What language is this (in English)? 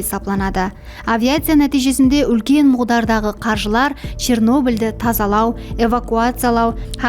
Kara-Kalpak